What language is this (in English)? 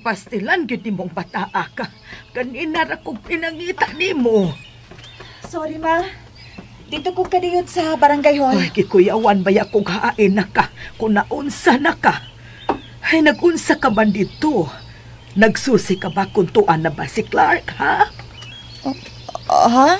Cebuano